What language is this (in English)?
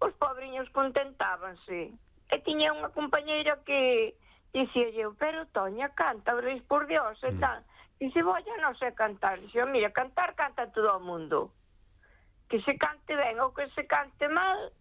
Galician